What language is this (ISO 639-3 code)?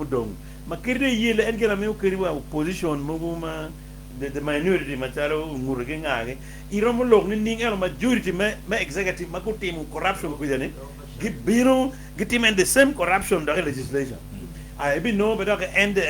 ach